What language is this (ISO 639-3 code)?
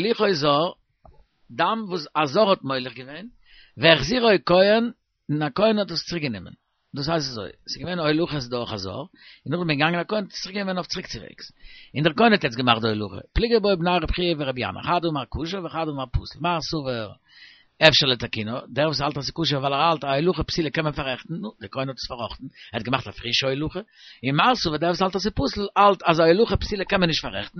yid